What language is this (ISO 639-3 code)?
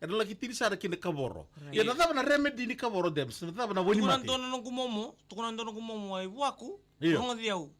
fij